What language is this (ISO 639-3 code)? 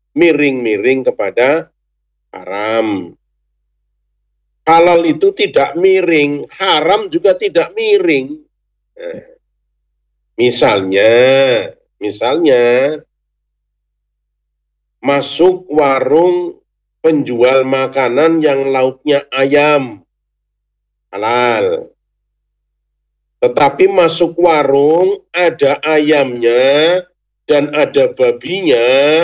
ind